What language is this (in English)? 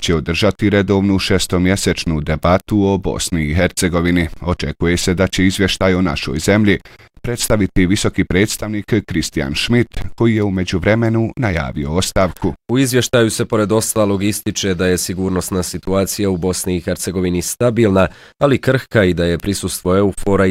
Bosnian